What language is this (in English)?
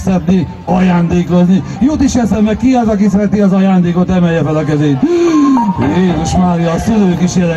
Hungarian